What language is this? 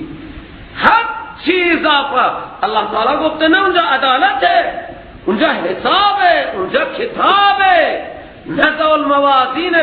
Persian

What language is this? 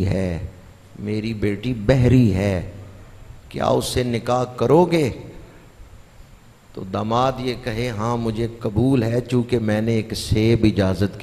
Urdu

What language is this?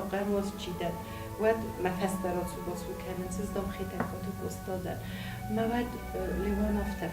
Ossetic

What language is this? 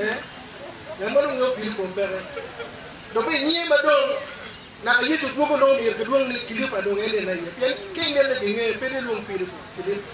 Acoli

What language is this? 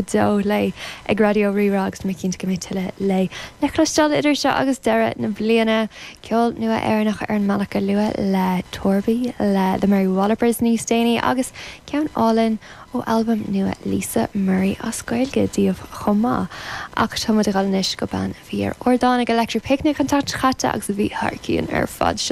Irish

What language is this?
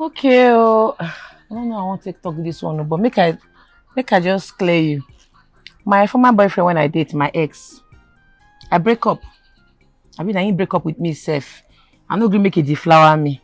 Nigerian Pidgin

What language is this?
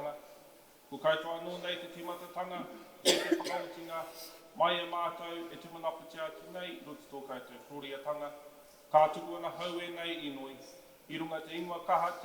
Māori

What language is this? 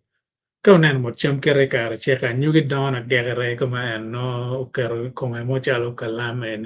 Acoli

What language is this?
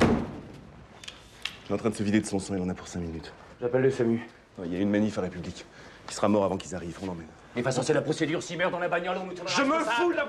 French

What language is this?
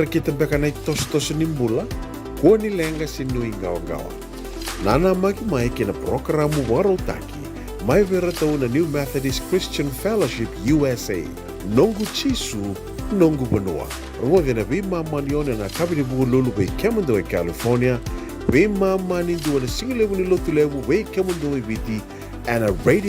Fijian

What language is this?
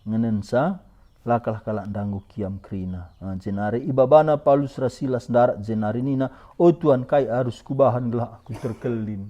Batak Karo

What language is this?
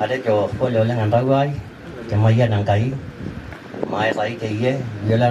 Masai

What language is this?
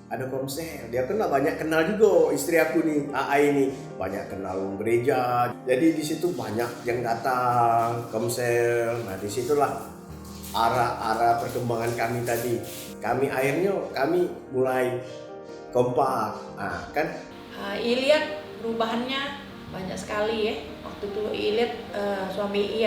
Musi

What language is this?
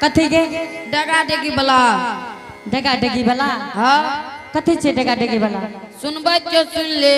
Angika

